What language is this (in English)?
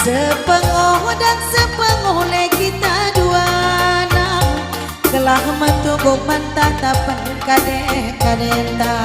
Batak Karo